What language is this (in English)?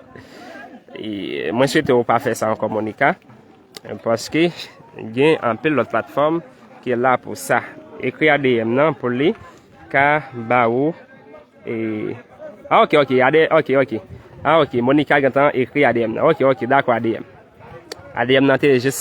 Haitian Creole